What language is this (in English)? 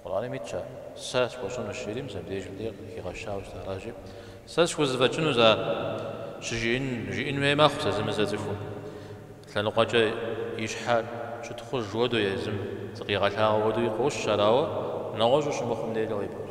Kabardian